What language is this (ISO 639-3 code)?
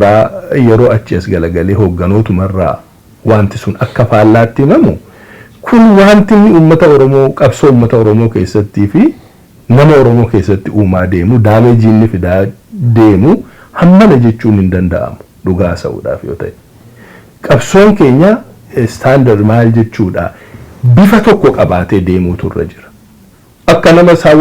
orm